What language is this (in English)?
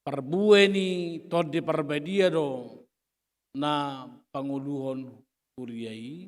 Batak Toba